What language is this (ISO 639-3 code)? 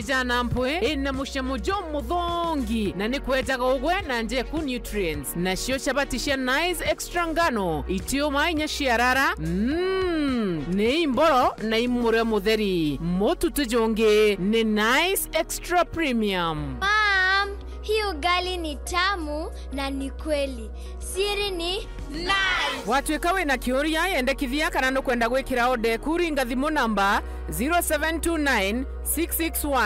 mer